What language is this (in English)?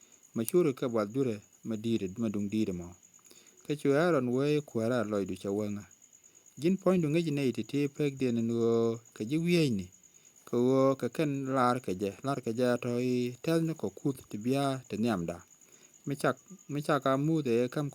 Nuer